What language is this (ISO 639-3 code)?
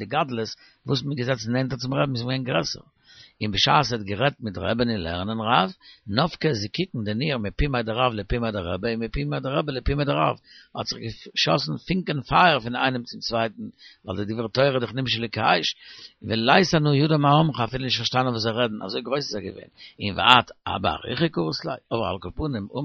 yid